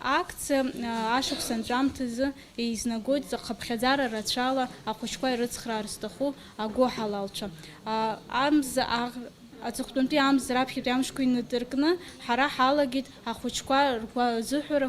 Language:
Abkhazian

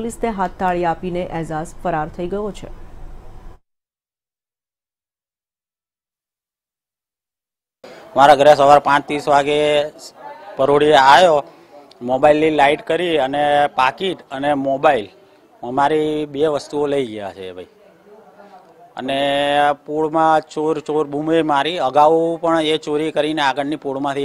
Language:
Gujarati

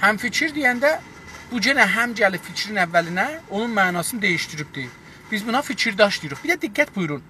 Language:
South Azerbaijani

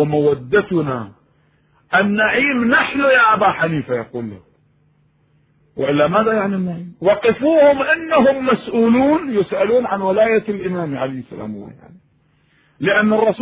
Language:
Arabic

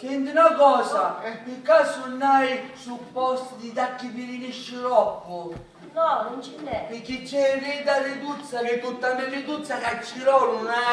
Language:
Sicilian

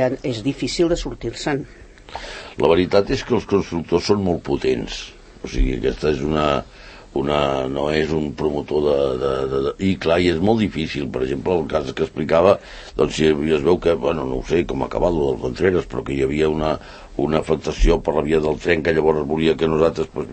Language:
Catalan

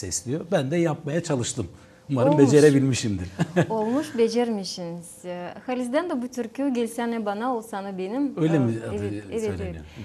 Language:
Gagauz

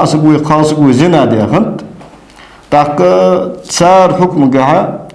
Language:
Ingush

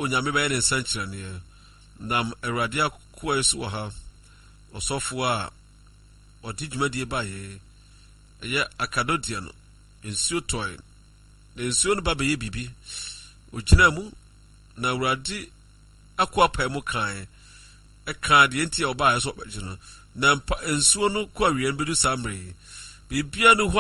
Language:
Akan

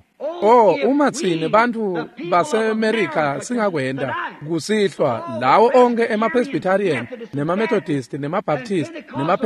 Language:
Swati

